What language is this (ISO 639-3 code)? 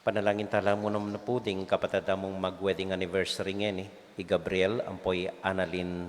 pam